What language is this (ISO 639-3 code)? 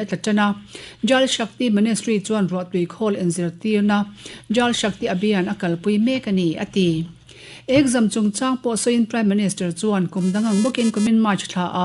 lus